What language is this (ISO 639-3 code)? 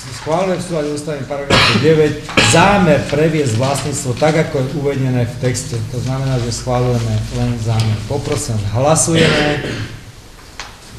slk